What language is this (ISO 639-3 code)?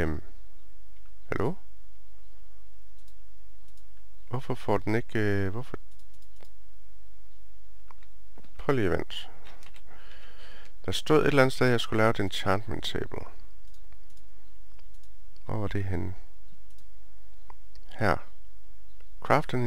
dan